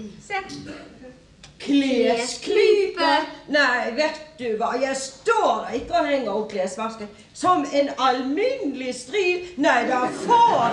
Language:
Norwegian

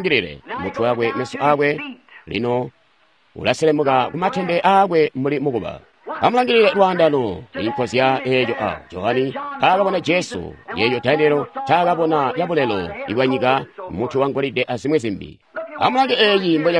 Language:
Tonga (Zambia)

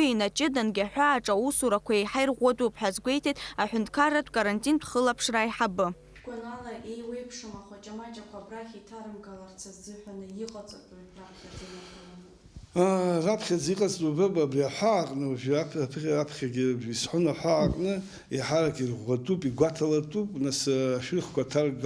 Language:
Abkhazian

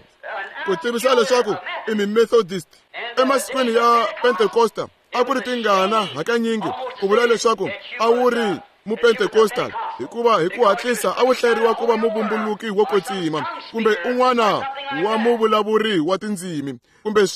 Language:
Tsonga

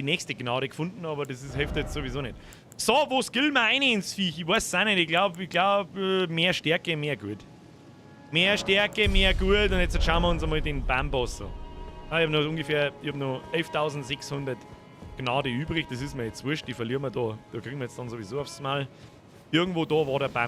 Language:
Bavarian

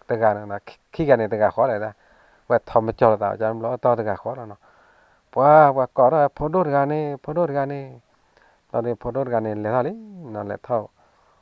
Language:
S'gaw Karen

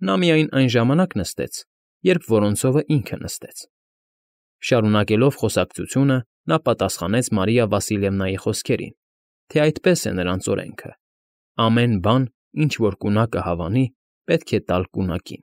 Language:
Armenian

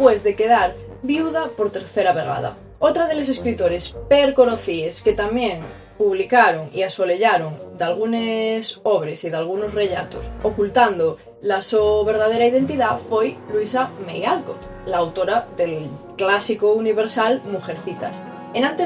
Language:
Asturian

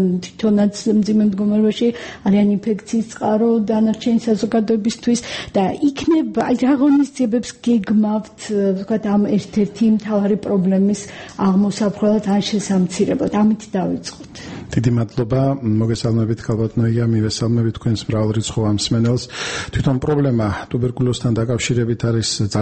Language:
Georgian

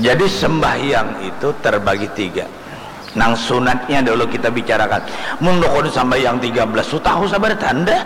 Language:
Banjar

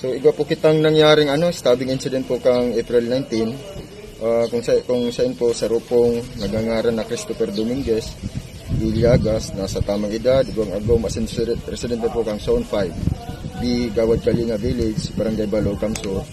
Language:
Bikol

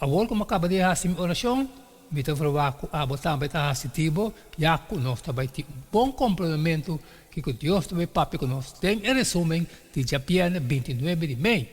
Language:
Papiamento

